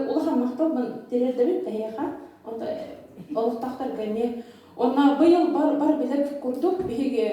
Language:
Yakut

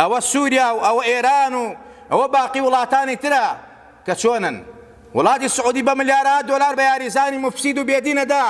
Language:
Central Kurdish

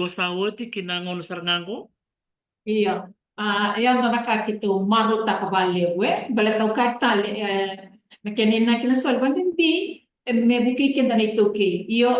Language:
Fijian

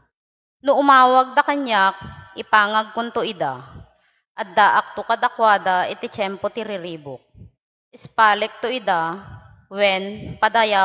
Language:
Iloko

